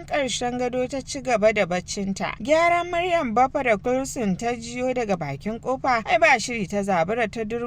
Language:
Hausa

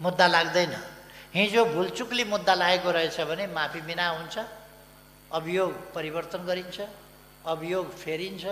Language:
Nepali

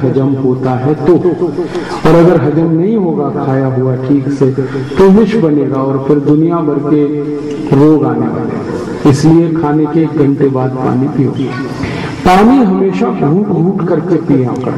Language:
Hindi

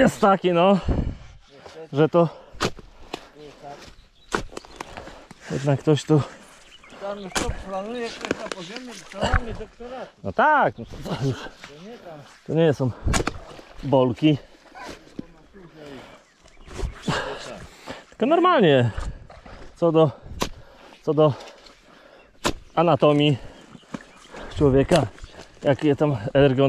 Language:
Polish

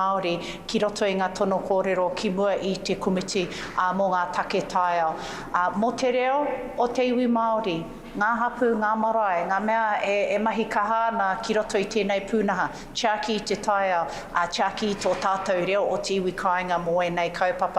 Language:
Māori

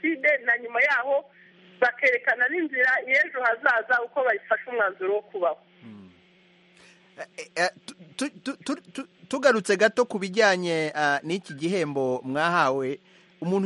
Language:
Kinyarwanda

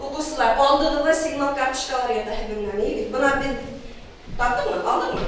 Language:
Bashkir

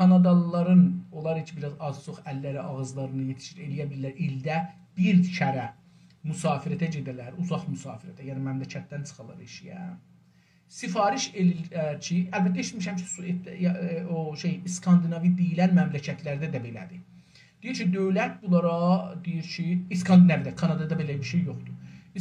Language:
South Azerbaijani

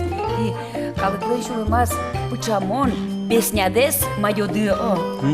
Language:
Udmurt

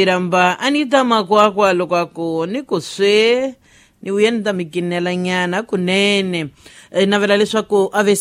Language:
Tsonga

